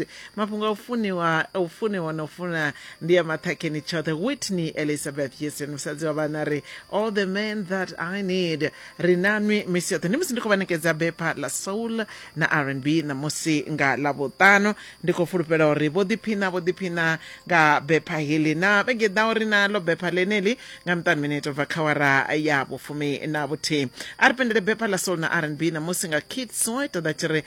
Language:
Venda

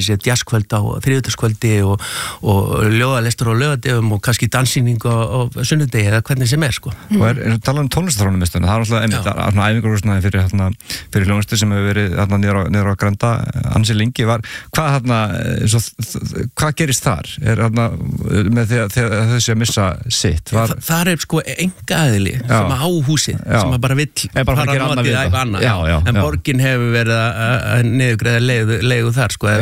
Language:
Icelandic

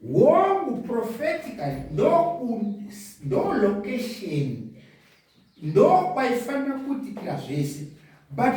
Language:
Shona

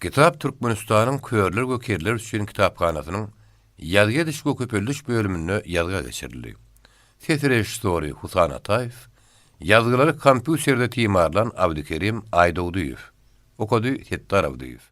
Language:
Turkmen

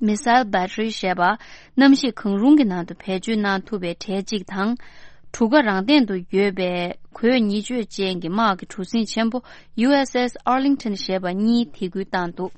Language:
Tibetan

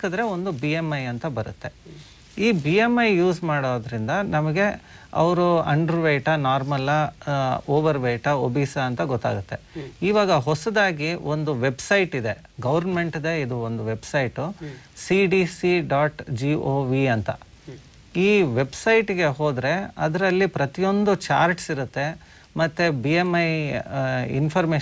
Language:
Kannada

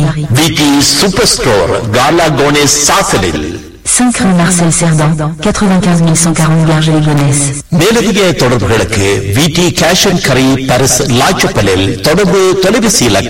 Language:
Tamil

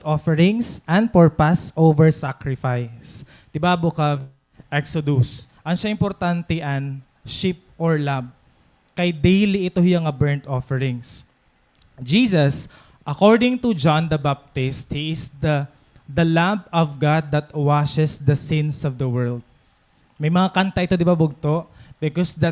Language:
Waray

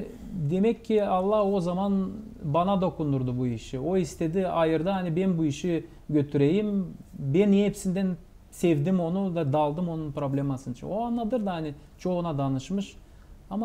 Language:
Gagauz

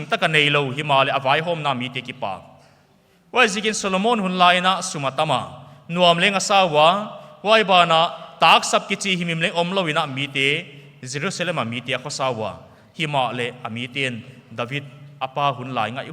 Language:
Paite Chin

